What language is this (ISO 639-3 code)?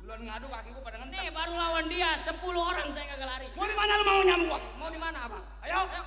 bew